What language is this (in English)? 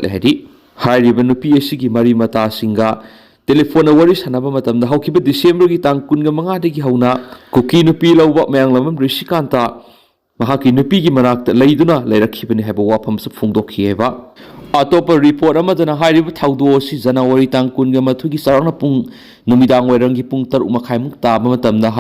Manipuri